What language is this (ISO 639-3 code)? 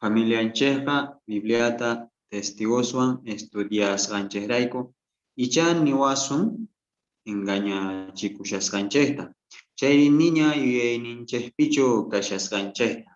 quh